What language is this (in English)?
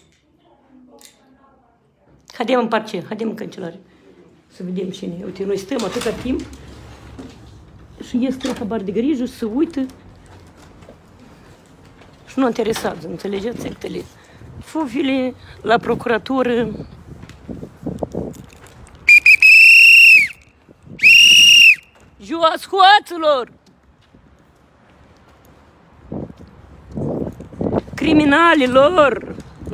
Romanian